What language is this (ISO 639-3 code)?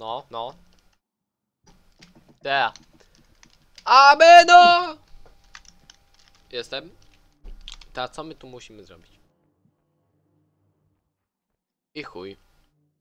pol